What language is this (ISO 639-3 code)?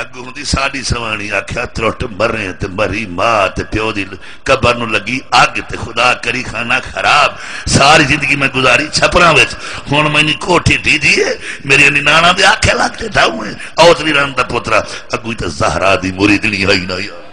skr